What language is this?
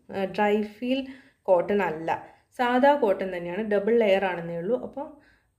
Malayalam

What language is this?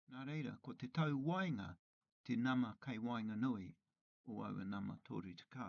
Māori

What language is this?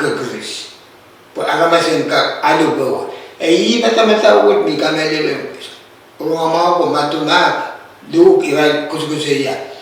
Pohnpeian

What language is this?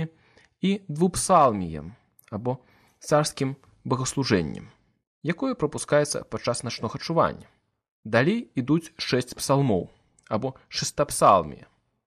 Belarusian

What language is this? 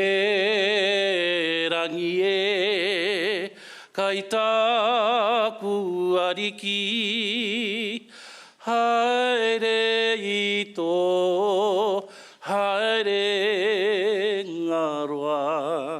Māori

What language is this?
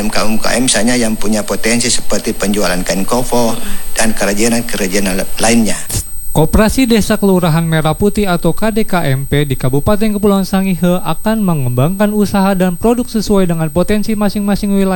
Indonesian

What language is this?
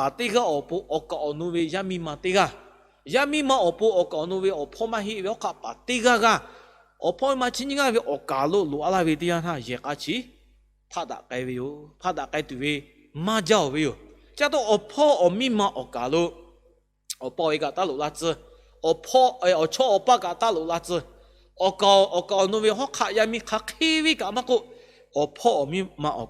Lahu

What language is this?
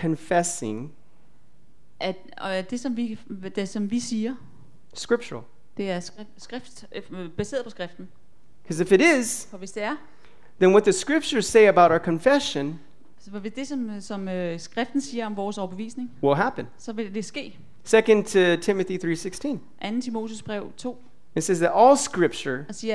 Danish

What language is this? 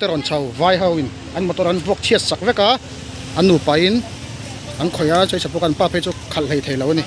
Mizo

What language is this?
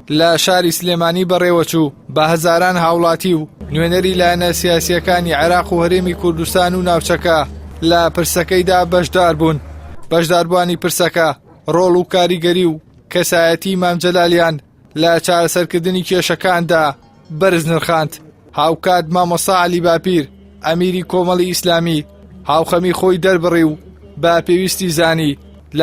Central Kurdish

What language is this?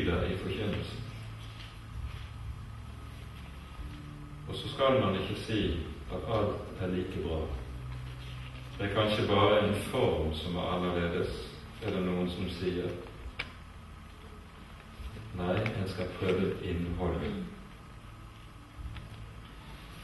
Norwegian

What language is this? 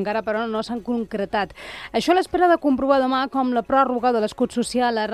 Catalan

